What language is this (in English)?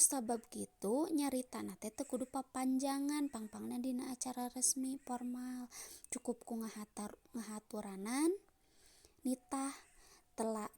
Sundanese